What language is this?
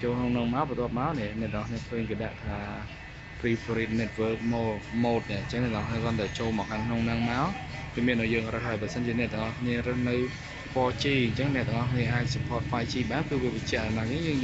Khmer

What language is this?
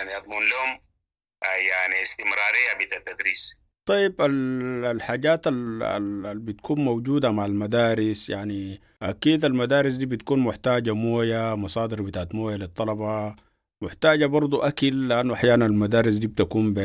Sudanese Arabic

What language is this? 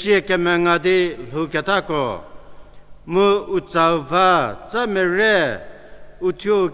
Angami Naga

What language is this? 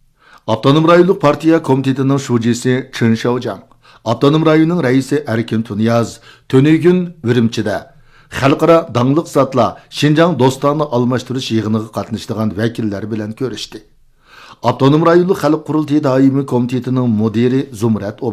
Uyghur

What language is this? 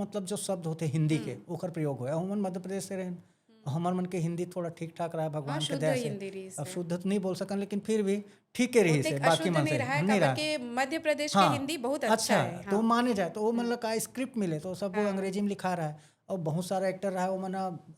Chhattisgarhi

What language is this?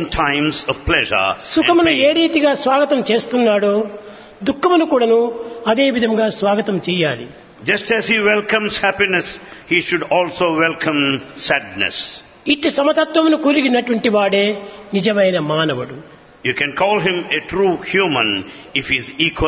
Telugu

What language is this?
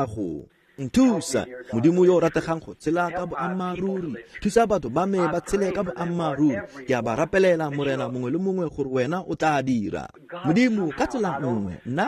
Tswana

